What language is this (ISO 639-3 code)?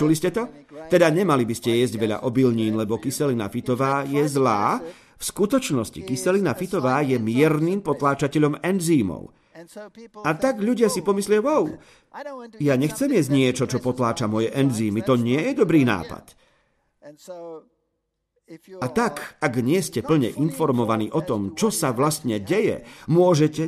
slk